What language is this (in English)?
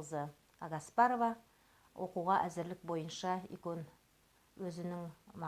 Nogai